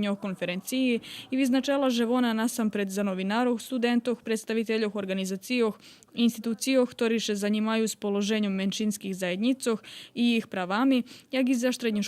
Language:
Rusyn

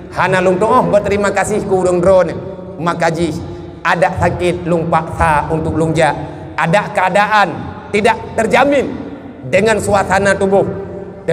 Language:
Achinese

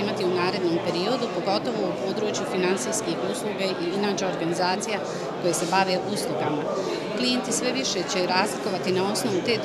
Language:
Bosnian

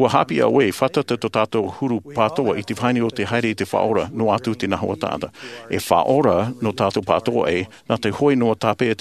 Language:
Tahitian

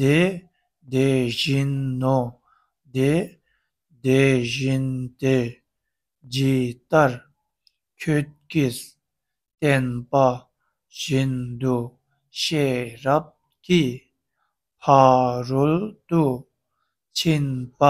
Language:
Tibetan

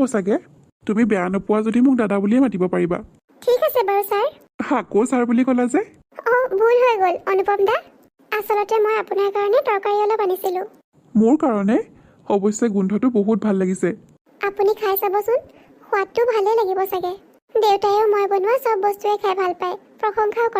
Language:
Assamese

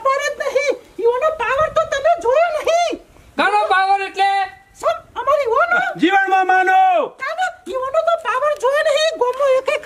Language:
Gujarati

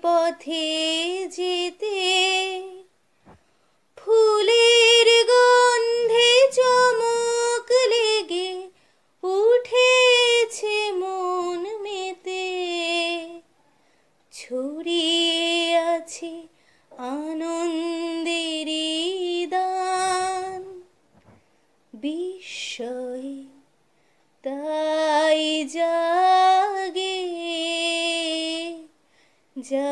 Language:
Bangla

